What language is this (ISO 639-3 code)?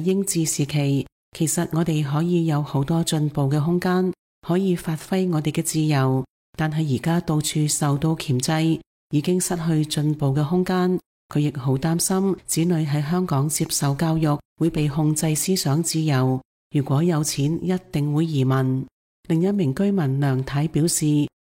yue